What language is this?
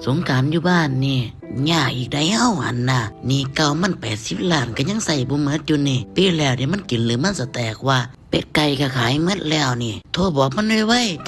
Lao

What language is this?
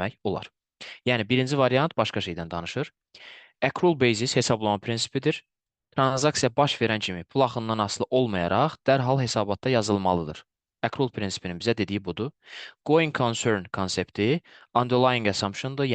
Azerbaijani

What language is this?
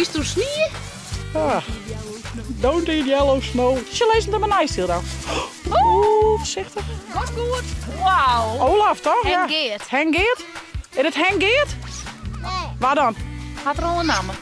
Western Frisian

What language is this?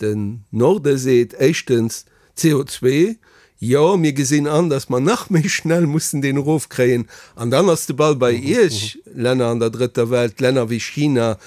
Luxembourgish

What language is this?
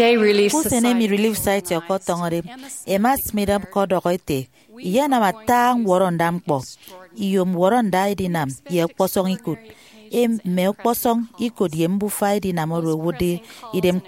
Efik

